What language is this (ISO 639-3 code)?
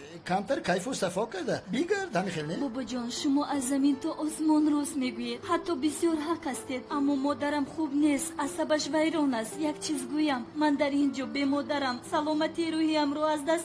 tgk